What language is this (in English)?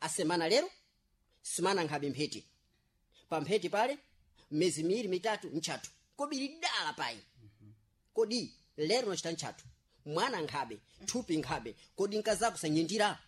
Sena